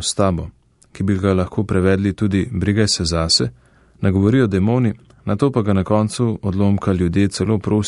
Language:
Slovenian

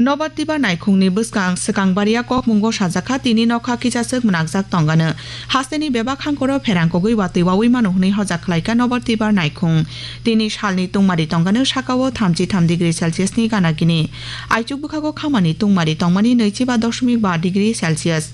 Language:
Kok Borok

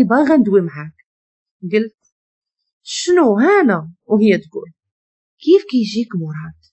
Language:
Moroccan Arabic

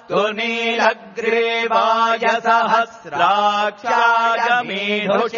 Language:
Sanskrit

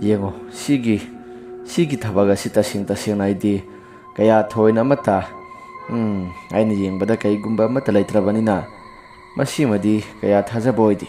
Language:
Manipuri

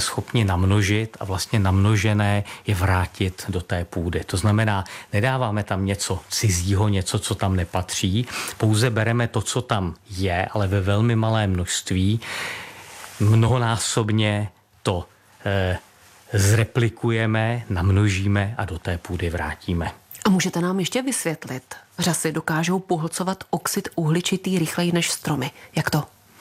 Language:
Czech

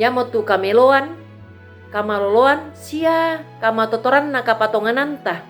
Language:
Toraja-Sa'dan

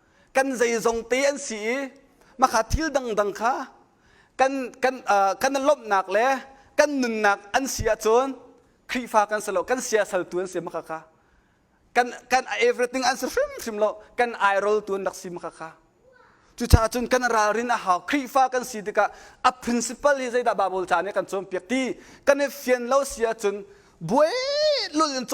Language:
Hakha Chin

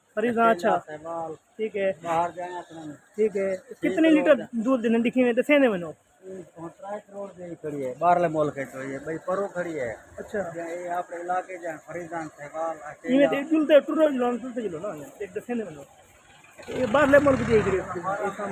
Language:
Saraiki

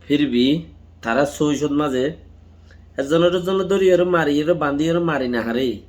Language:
Rohingya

